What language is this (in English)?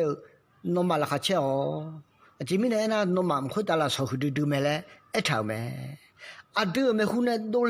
Akha